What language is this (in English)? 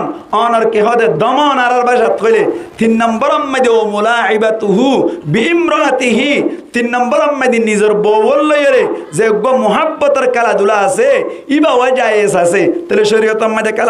Rohingya